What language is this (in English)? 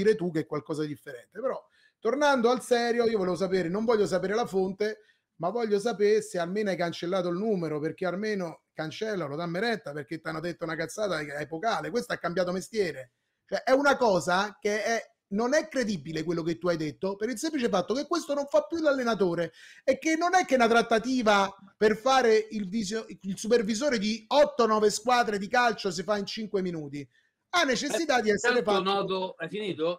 Italian